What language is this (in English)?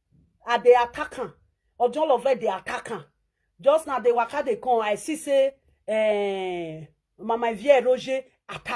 Nigerian Pidgin